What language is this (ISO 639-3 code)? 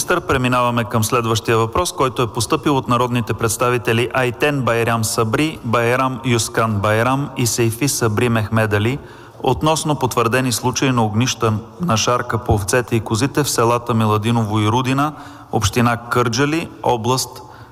bul